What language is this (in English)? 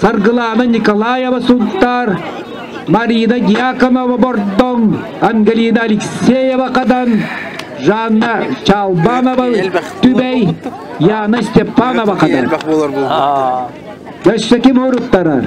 Yakut